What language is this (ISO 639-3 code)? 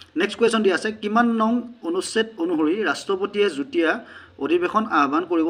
asm